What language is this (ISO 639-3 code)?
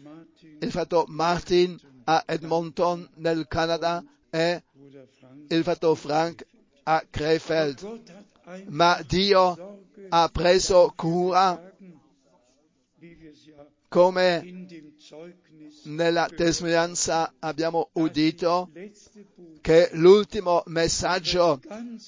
ita